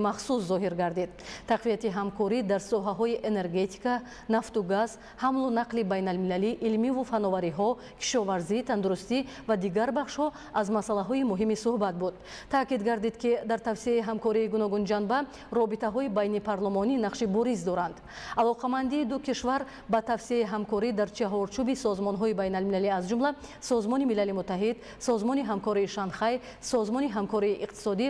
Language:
Tajik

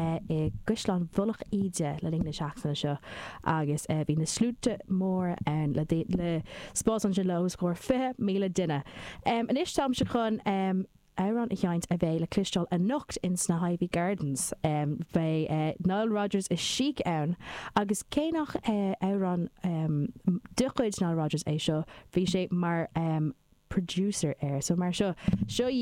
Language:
Irish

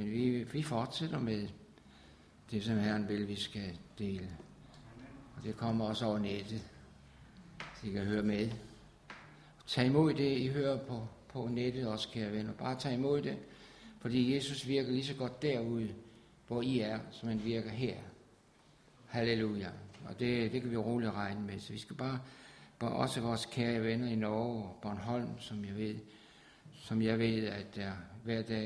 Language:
Danish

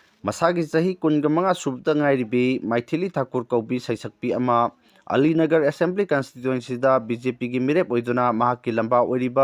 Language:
Manipuri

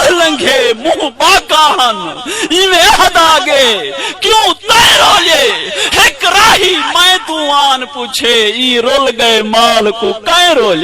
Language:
Saraiki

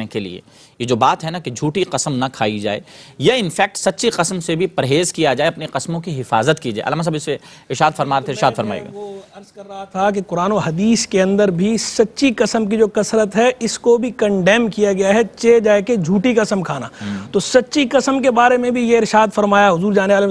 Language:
Urdu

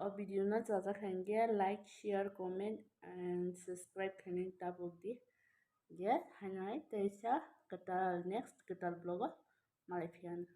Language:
Kok Borok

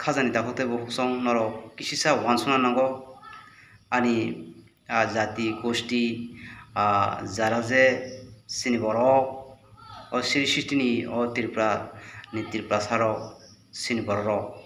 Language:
Kok Borok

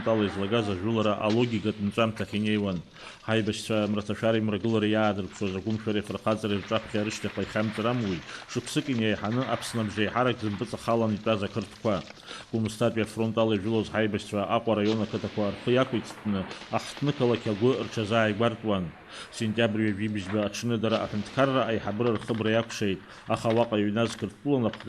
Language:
Abkhazian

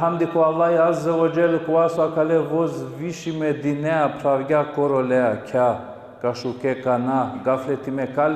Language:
Balkan Romani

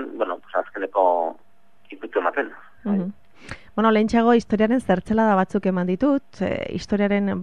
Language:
Basque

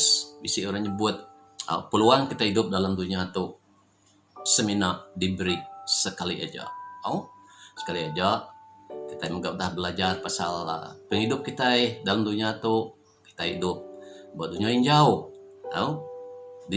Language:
Iban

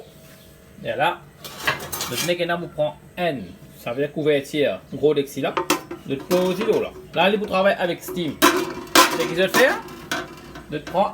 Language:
Morisyen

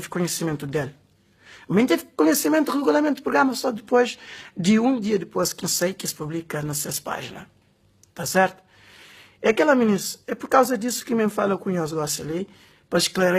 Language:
Kabuverdianu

